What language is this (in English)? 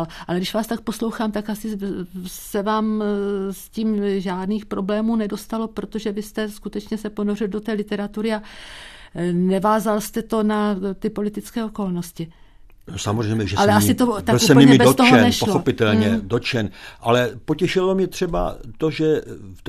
Czech